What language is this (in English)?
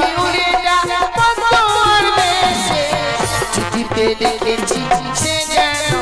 Bangla